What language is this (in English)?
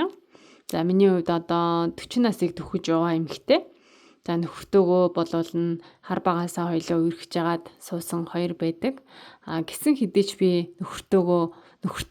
Mongolian